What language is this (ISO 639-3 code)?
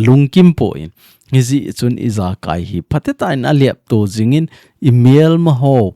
tcz